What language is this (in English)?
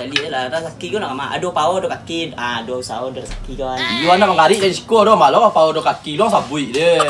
Minangkabau